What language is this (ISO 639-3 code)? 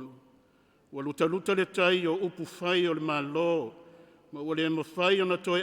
smo